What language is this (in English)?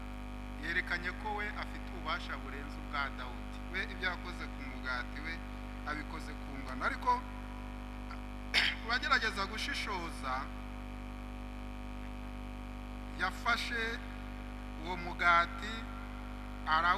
Kinyarwanda